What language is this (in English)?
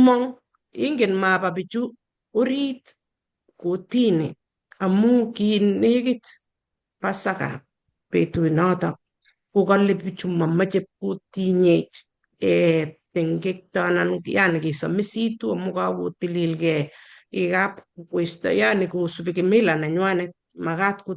Kalenjin